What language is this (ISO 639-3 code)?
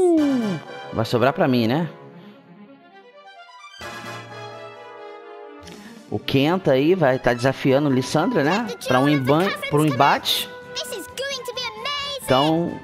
por